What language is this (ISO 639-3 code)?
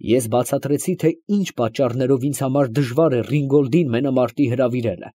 hye